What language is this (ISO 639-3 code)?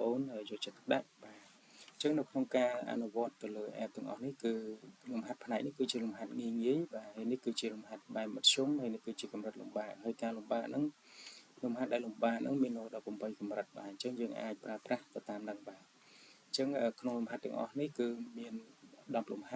khm